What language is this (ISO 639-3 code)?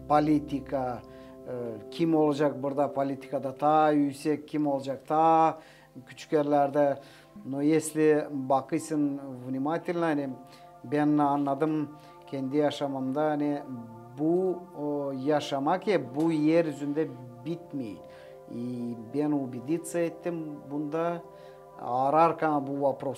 gag